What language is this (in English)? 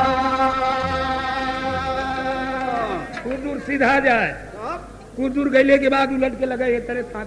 Bhojpuri